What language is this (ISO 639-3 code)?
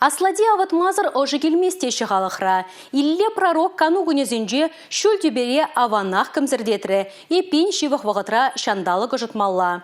chv